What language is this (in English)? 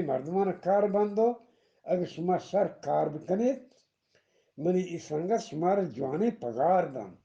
Eastern Balochi